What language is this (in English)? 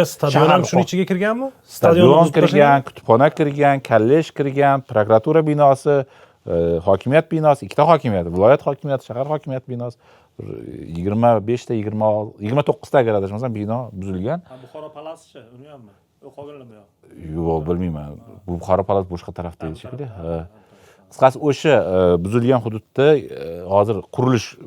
Uzbek